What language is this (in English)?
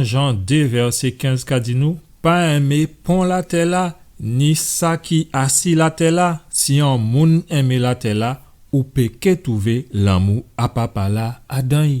Guadeloupean Creole French